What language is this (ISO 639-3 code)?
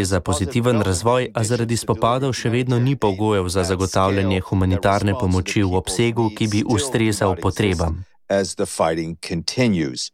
slv